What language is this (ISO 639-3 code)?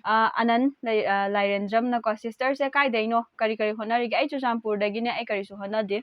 mni